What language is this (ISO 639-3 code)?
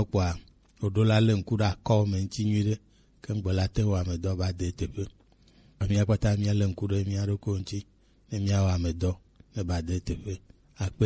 gej